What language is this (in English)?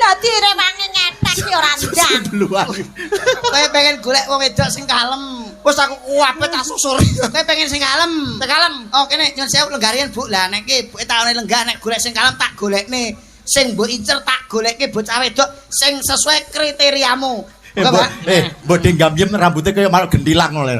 Javanese